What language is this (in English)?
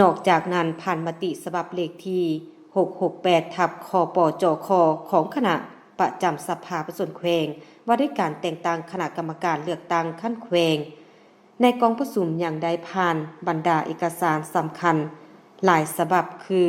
Lao